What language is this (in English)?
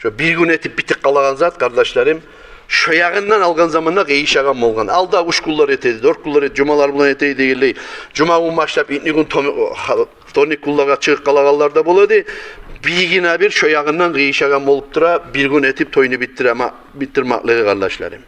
Kumyk